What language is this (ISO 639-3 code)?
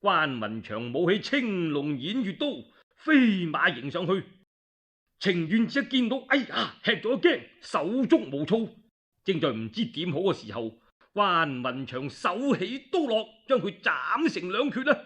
yue